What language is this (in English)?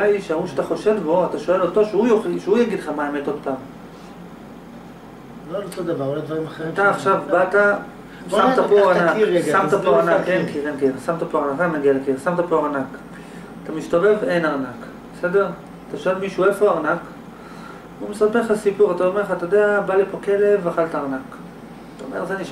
Hebrew